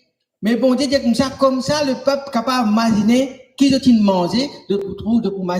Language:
Morisyen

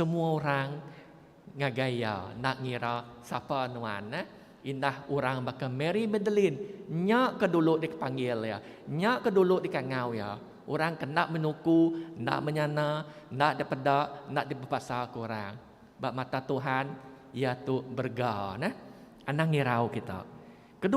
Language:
Iban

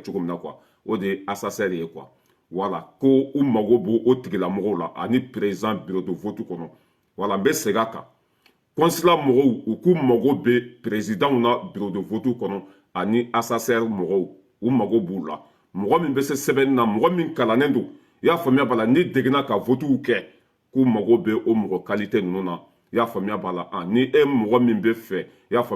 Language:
Bambara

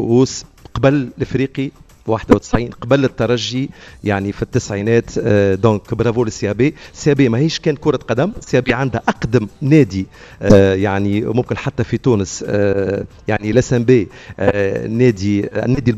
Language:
Tunisian Arabic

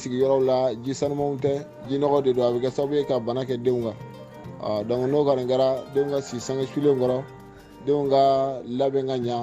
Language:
Bambara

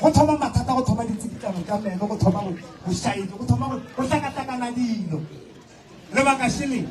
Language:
Northern Sotho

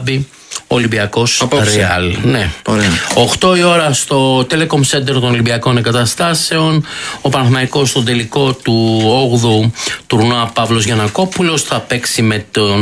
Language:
Greek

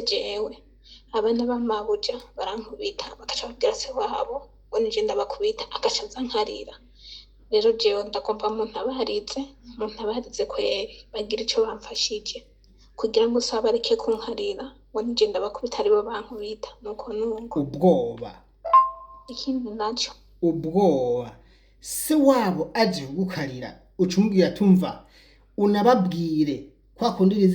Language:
Rundi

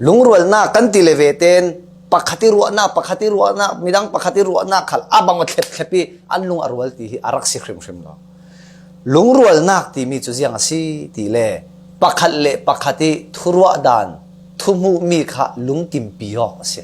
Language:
Falam Chin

